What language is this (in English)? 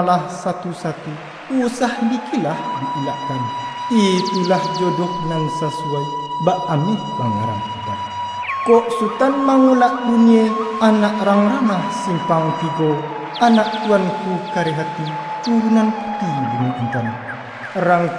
Minangkabau